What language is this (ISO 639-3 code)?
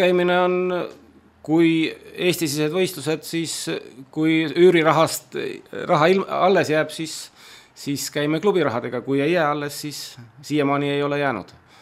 est